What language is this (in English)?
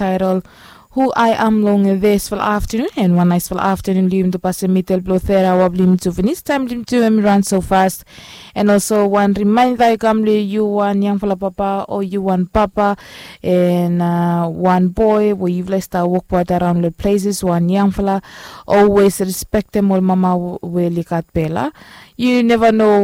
Bislama